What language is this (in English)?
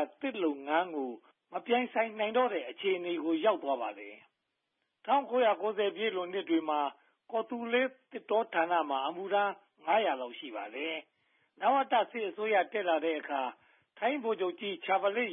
Burmese